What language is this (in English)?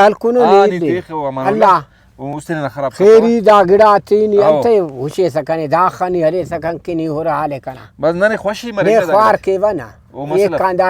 Brahui